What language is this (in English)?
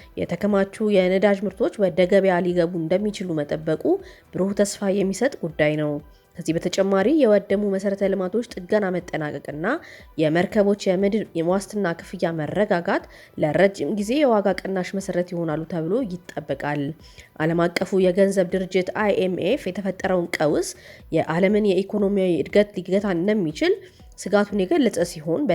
Amharic